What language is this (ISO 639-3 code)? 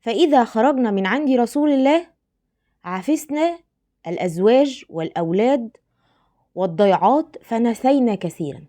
arz